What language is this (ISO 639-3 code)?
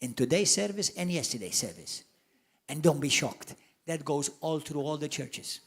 eng